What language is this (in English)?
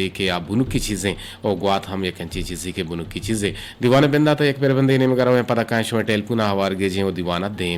Eastern Balochi